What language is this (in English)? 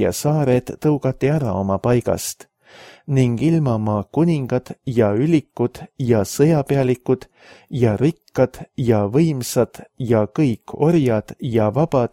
Estonian